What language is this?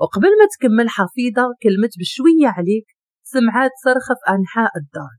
Moroccan Arabic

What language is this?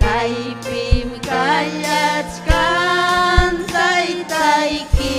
Ayacucho Quechua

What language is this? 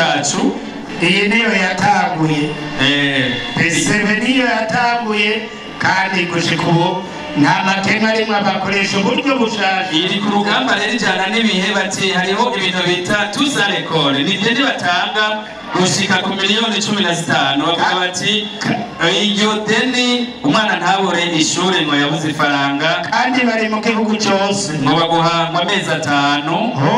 Rundi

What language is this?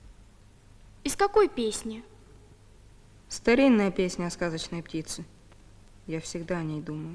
Russian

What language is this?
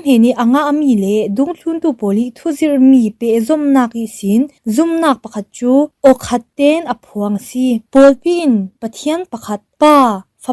Falam Chin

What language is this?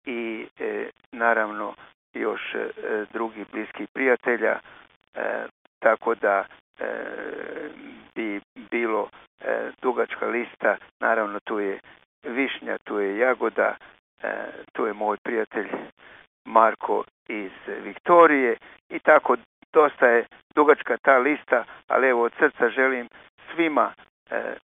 Croatian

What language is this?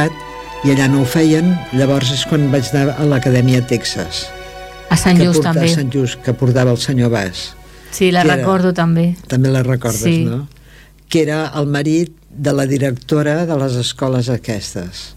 Catalan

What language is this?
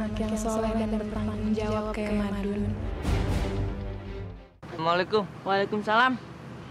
Indonesian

